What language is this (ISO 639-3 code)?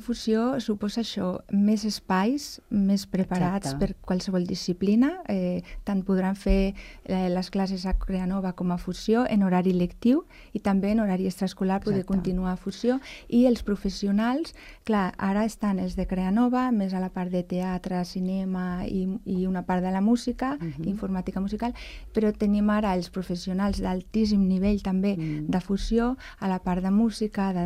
cat